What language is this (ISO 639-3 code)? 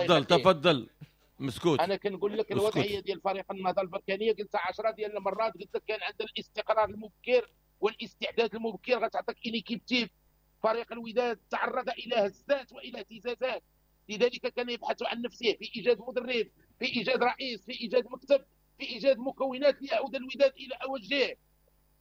ary